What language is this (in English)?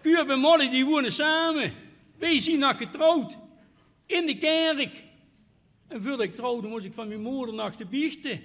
Limburgish